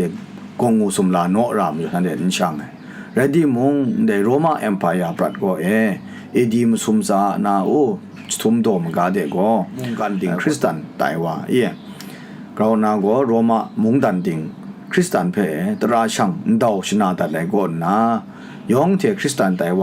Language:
Kachin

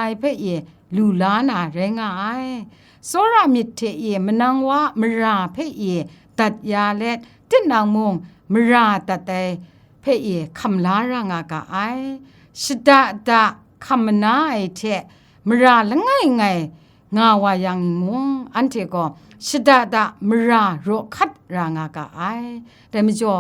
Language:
Kachin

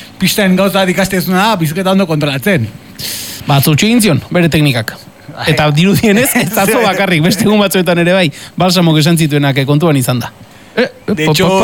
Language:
Basque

